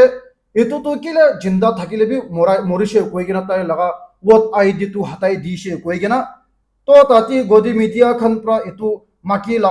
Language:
Naga Pidgin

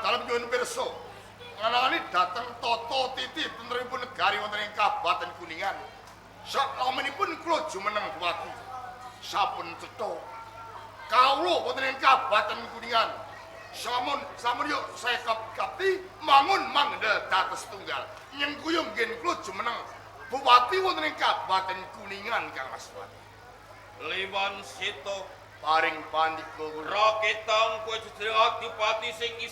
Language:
Javanese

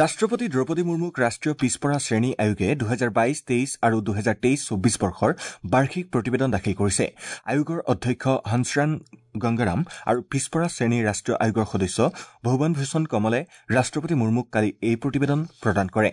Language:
Assamese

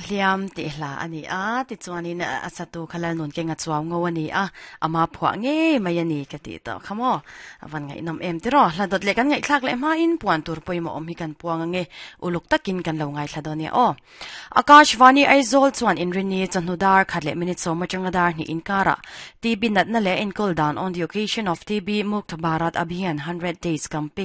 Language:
Mizo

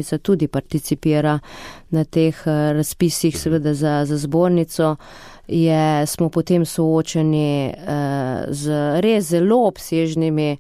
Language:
Slovenian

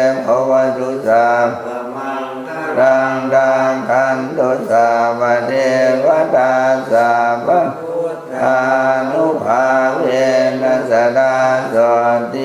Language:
Pali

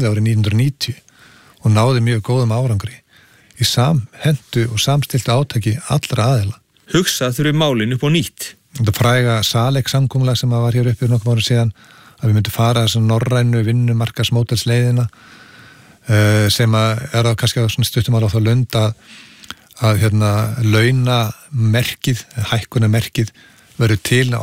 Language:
Icelandic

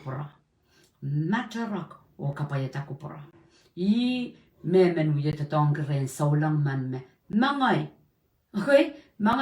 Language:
Pohnpeian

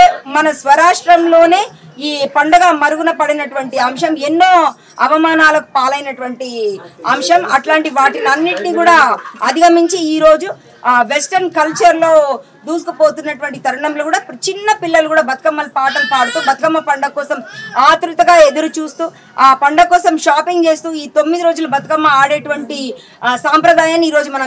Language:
Telugu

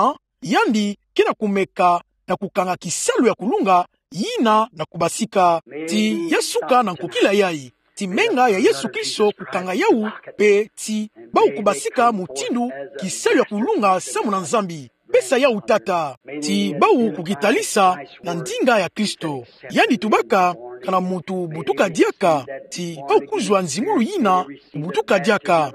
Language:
Kituba (Democratic Republic of Congo)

